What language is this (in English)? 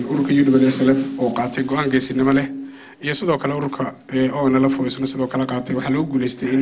Somali